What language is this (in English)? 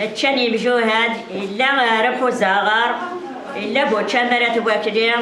Kabyle